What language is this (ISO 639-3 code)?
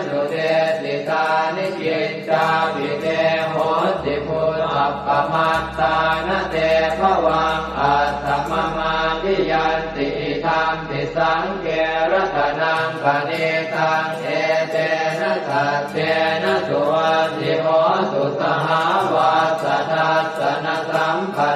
pli